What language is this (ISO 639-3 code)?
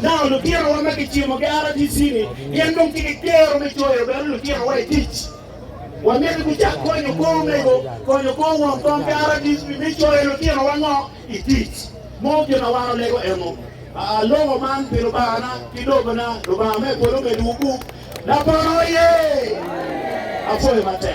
ach